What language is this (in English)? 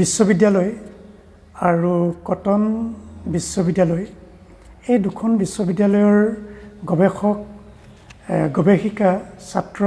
Assamese